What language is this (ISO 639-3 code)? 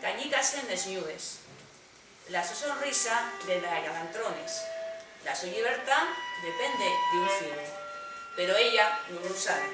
ast